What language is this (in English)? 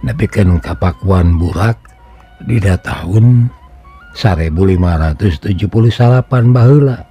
Sundanese